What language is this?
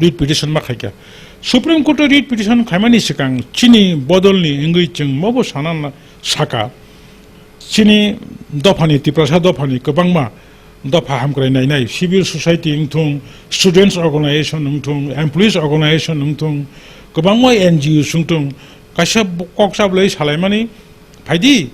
Kok Borok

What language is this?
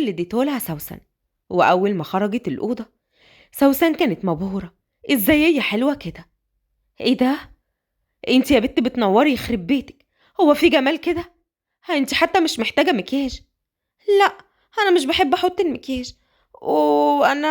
Egyptian Arabic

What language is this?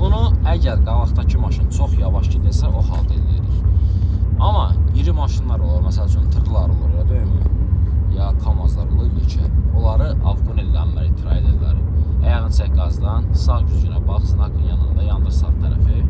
Azerbaijani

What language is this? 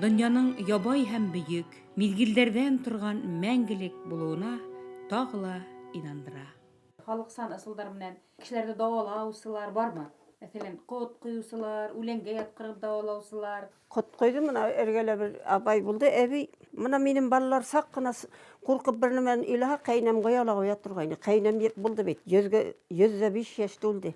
Bashkir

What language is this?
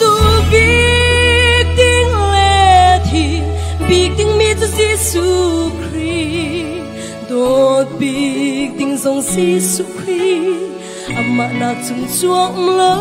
Hakha Chin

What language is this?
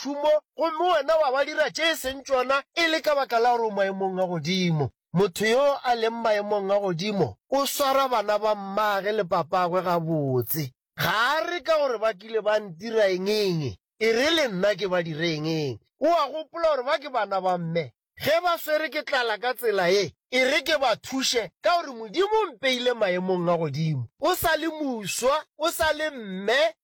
Northern Sotho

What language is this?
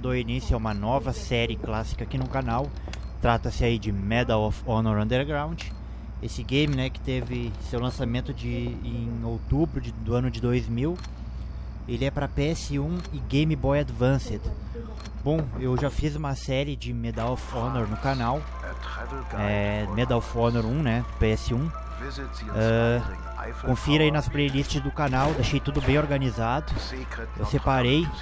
Portuguese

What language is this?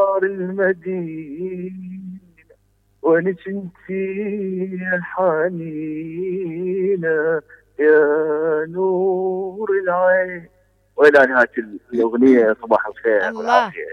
Mesopotamian Arabic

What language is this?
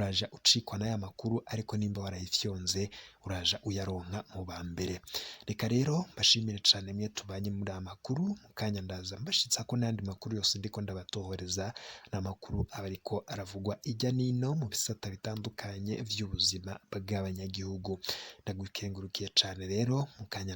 Rundi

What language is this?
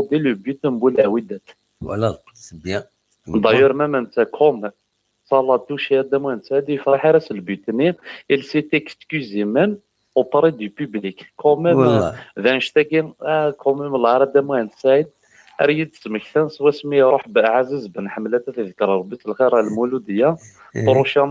Kabyle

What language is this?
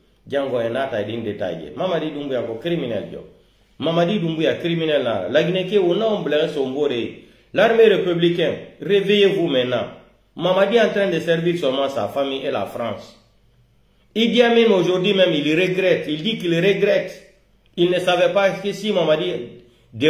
Pular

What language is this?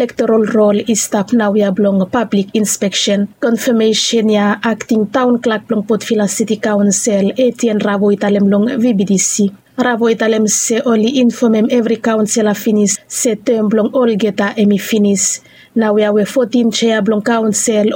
Bislama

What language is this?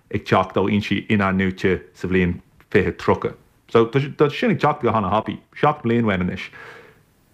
Irish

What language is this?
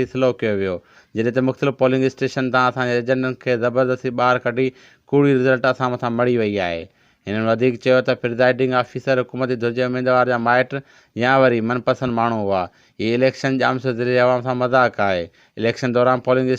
Sindhi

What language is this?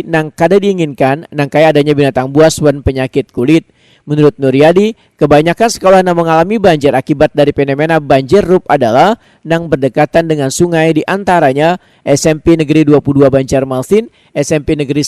Banjar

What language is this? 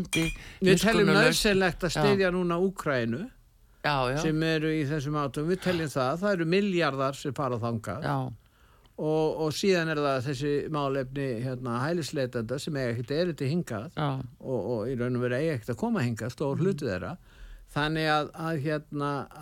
Icelandic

